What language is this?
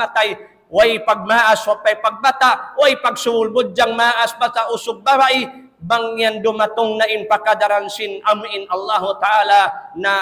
Tausug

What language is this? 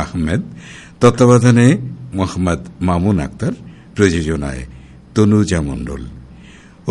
Bangla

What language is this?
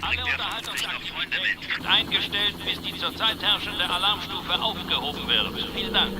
Bavarian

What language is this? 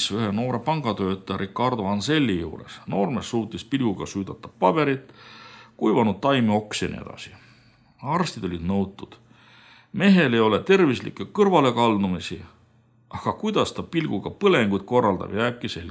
Estonian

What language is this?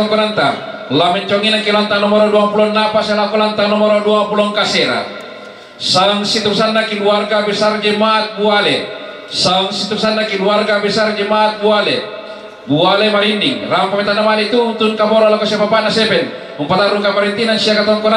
Toraja-Sa'dan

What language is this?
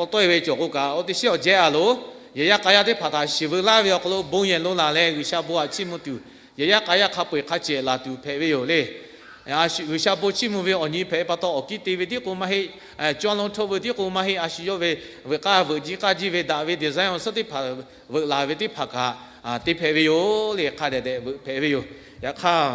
Lahu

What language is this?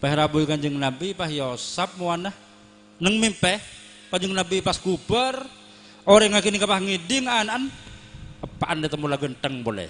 Madurese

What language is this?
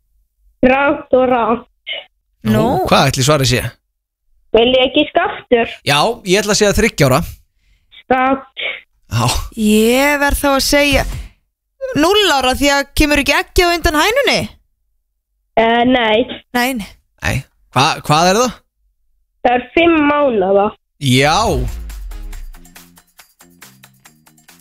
Icelandic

